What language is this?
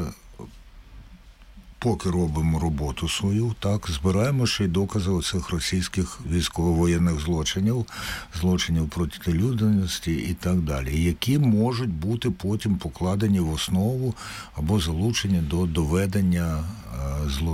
Ukrainian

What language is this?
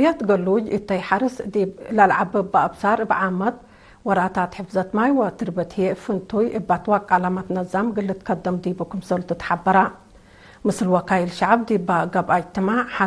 Tigre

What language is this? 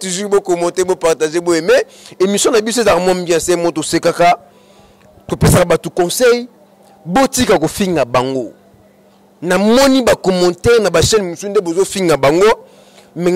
Lingala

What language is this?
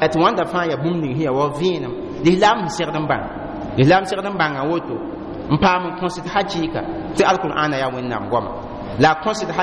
Mossi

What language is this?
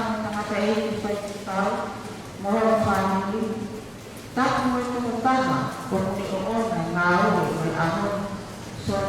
Tongan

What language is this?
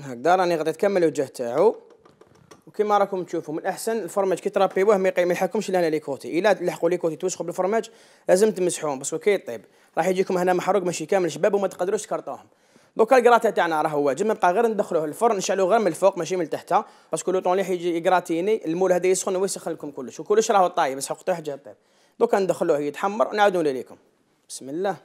Algerian Arabic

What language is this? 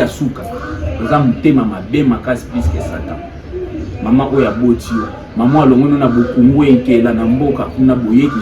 Lingala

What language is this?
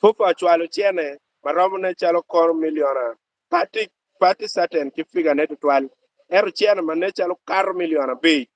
Acoli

